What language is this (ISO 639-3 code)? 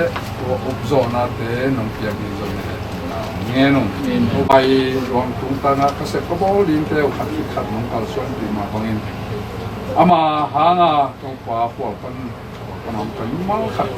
ctd